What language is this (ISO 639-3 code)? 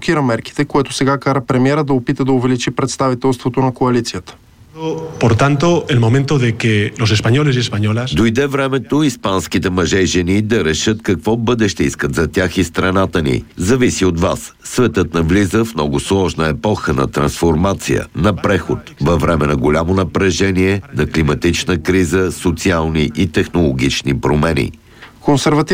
bul